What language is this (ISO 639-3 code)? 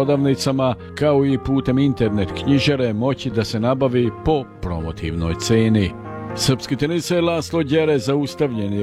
srp